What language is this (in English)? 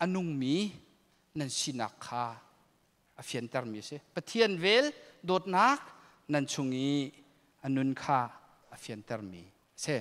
Hakha Chin